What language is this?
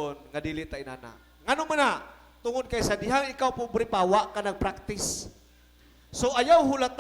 Cebuano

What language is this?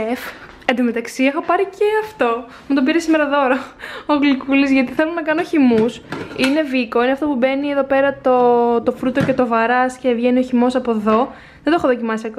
Greek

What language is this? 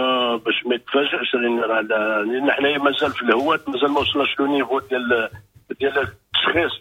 Moroccan Arabic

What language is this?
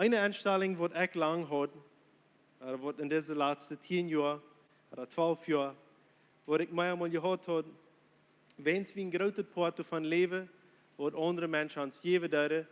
Plautdietsch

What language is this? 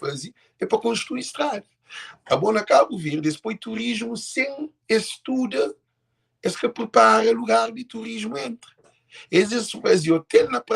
Kabuverdianu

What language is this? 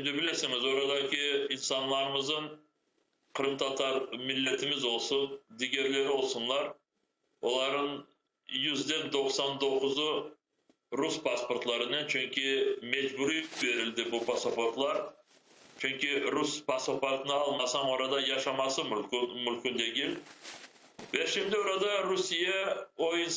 Crimean Tatar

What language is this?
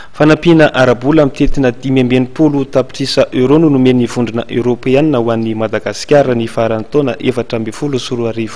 Malagasy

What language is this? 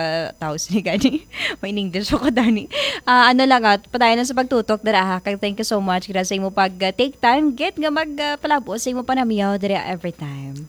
Hiligaynon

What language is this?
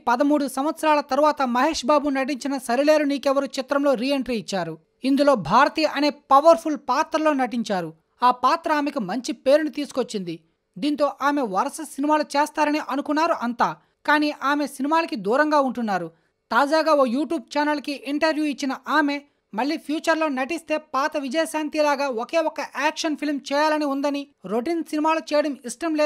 Telugu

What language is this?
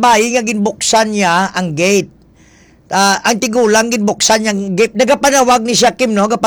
Hiligaynon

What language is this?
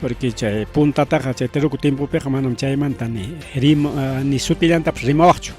Ayacucho Quechua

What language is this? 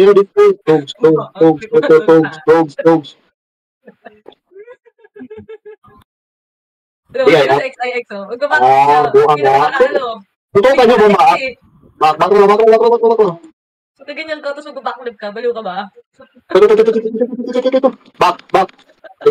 Filipino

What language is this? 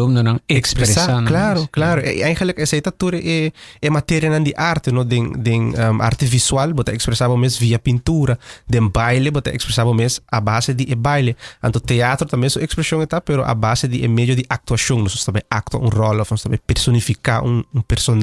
Papiamento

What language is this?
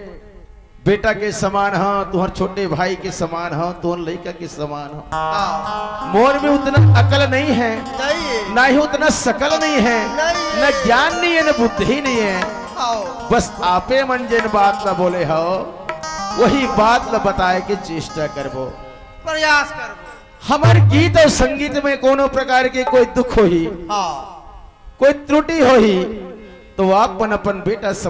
Chhattisgarhi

